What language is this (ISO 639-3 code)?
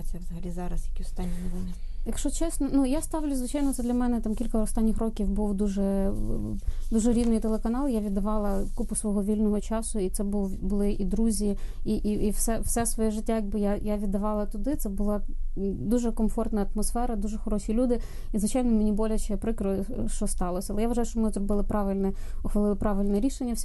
ukr